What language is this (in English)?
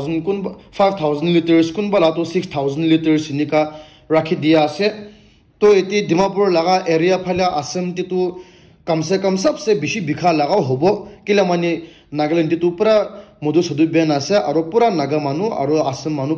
Naga Pidgin